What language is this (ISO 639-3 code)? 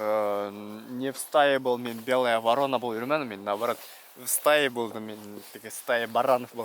bak